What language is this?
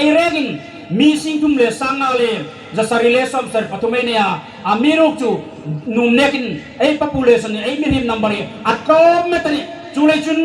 Hmar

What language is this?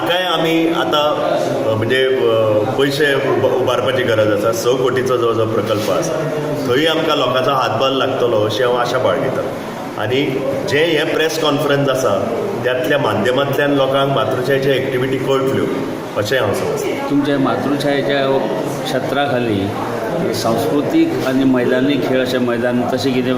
Konkani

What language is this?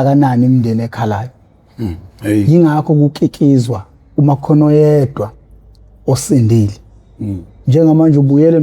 Zulu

